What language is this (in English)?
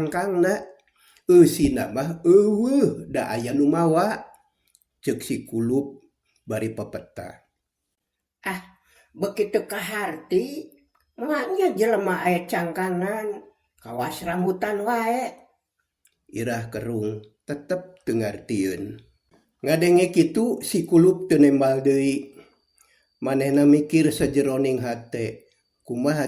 Sundanese